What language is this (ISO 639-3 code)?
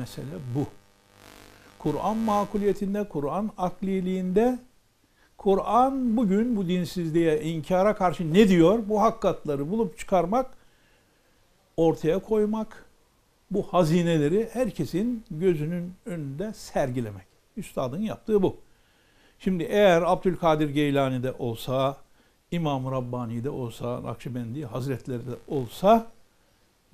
tur